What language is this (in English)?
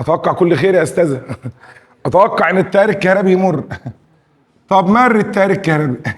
Egyptian Arabic